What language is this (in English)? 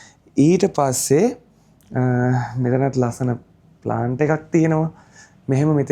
Sinhala